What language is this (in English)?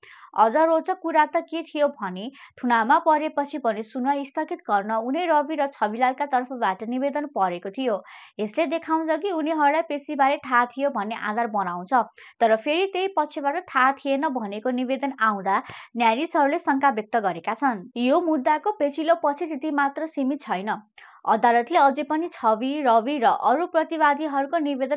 Nepali